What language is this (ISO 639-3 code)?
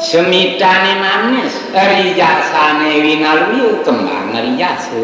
ban